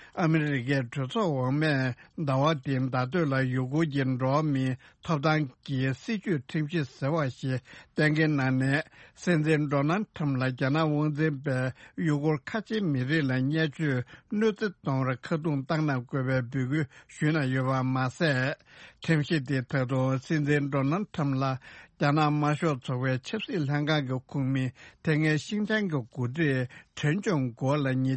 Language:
Tibetan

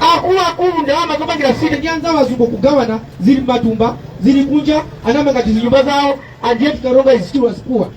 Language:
Nyanja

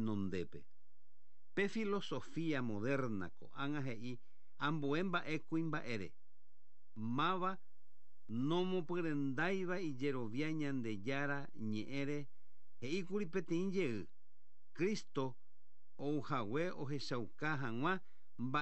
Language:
Guarani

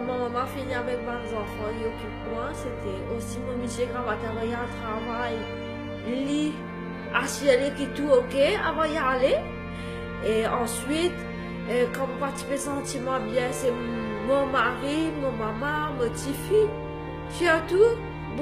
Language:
Morisyen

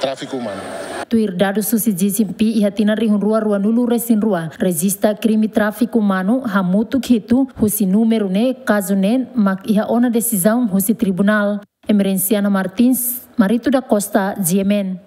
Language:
Tetum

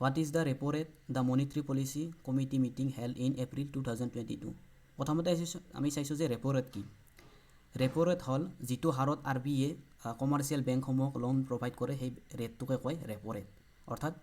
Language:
Assamese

